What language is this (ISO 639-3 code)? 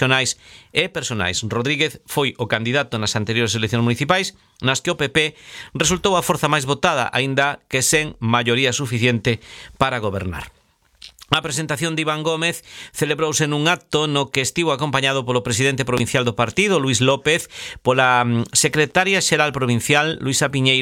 glg